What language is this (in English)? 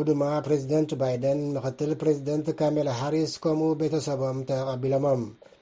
Tigrinya